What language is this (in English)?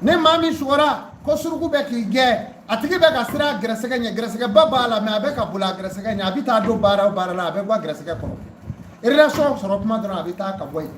Bambara